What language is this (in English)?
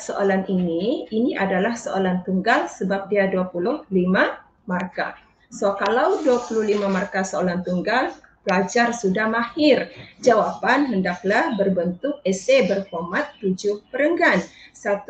Malay